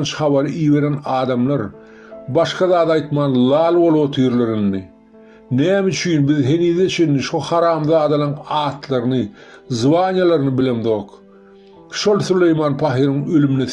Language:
Turkmen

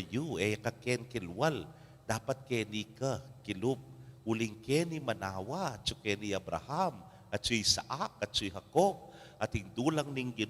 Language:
Pampanga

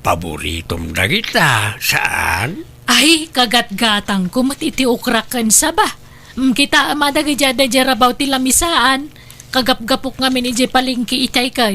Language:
Iloko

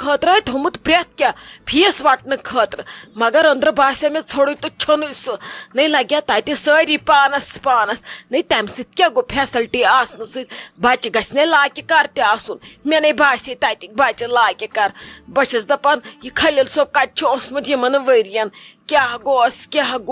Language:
Kashmiri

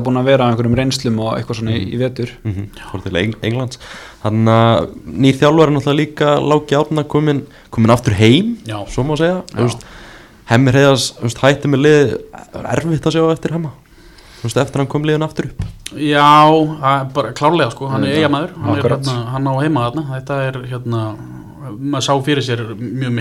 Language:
Icelandic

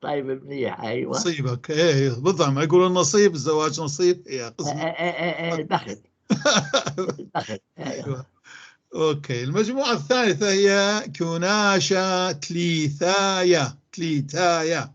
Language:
North Levantine Arabic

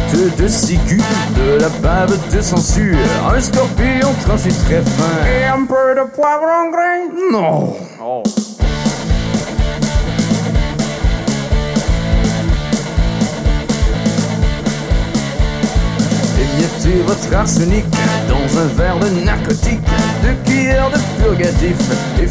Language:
French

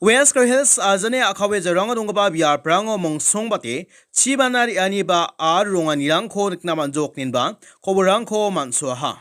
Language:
Garo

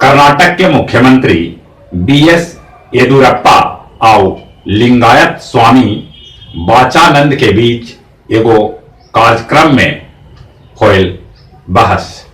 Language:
Magahi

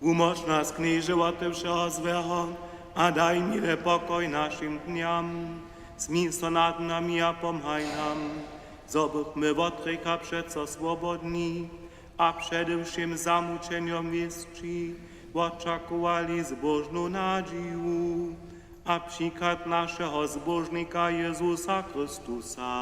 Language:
Upper Sorbian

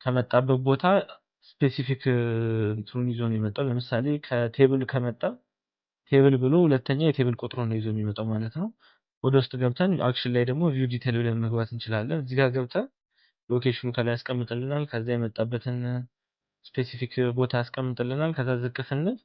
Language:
Amharic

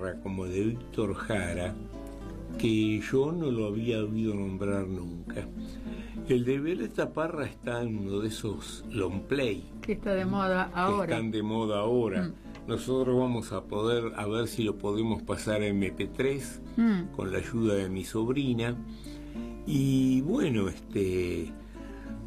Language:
Spanish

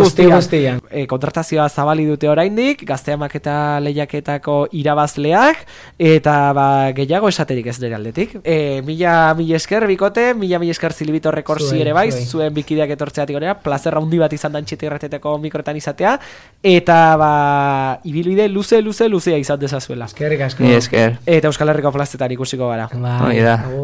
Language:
Basque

